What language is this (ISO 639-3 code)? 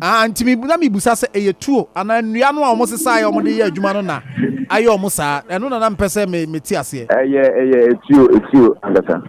aka